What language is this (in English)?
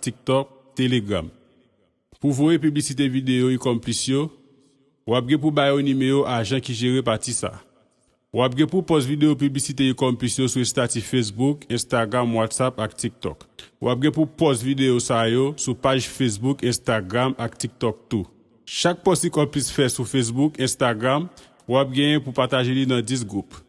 Haitian Creole